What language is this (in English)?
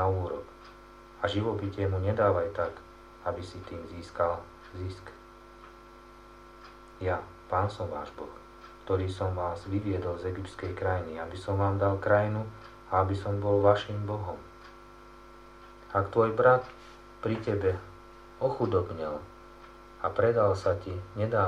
Slovak